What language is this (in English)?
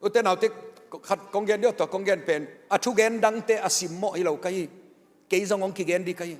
Tedim Chin